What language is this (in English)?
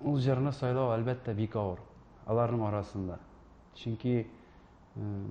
Tatar